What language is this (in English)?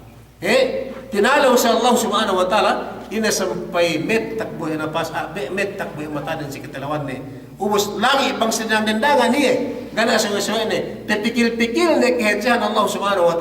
Yakan